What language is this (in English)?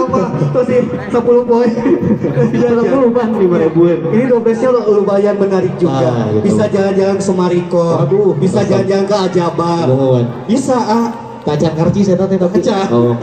Sundanese